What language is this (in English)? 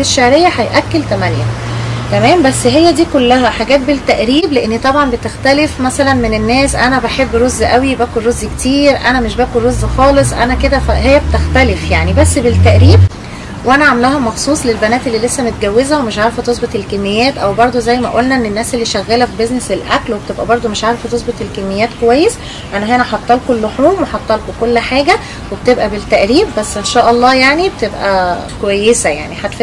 Egyptian Arabic